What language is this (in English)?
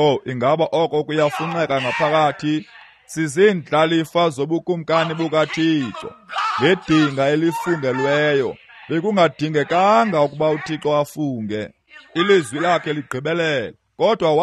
Xhosa